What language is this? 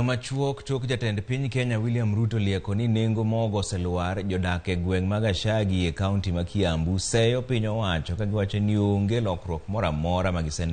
Luo (Kenya and Tanzania)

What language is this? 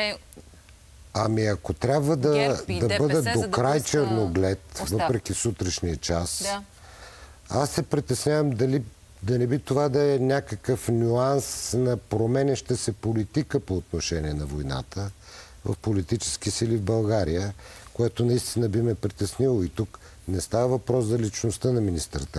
Bulgarian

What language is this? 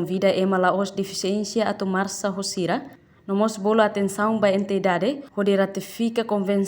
Tetum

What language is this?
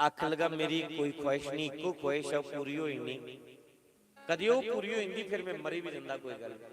Dogri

